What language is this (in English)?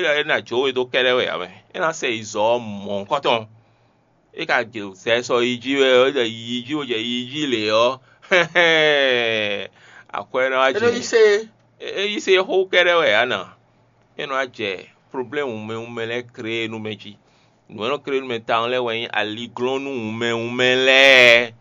Fon